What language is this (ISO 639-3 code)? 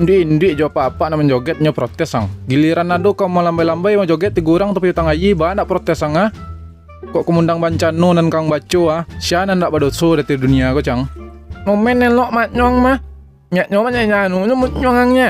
min